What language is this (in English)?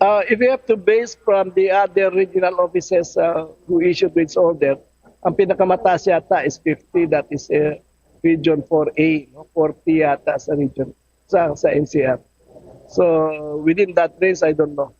Hiligaynon